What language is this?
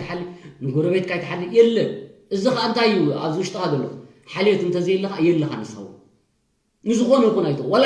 Tigrinya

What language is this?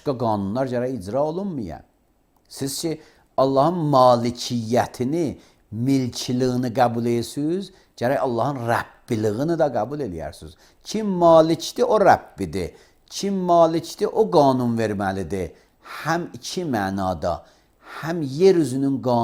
Azerbaijani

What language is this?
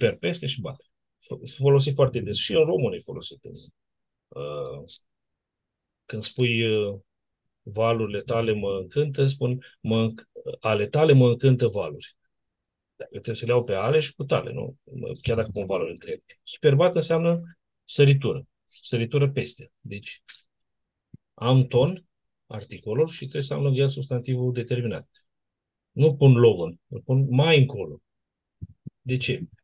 Romanian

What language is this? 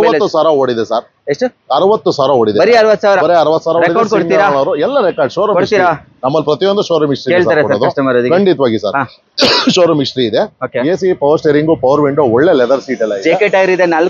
Kannada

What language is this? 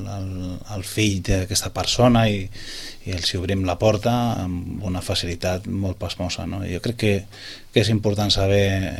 Catalan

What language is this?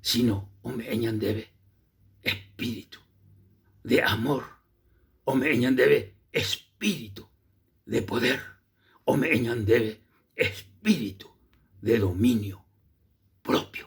Guarani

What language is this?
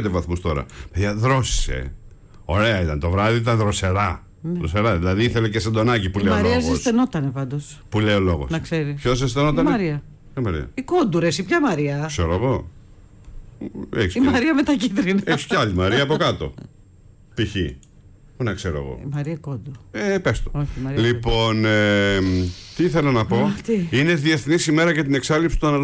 Greek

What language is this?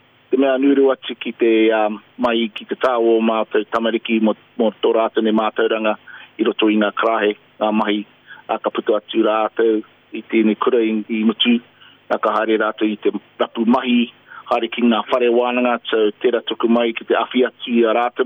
Māori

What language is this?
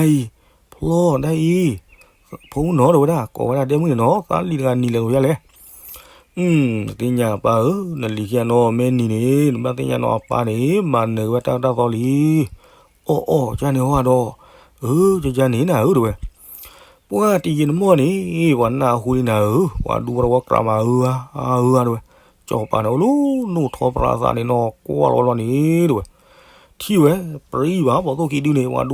S'gaw Karen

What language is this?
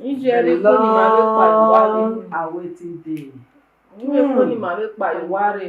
Bini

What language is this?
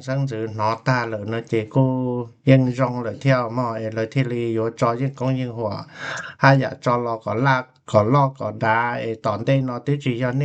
Hmong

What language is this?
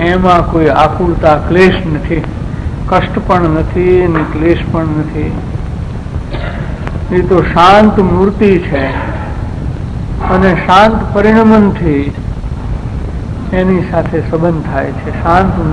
Gujarati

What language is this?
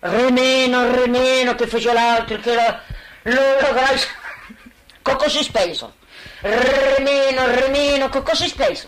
Occitan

